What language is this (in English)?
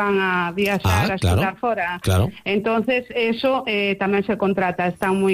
Galician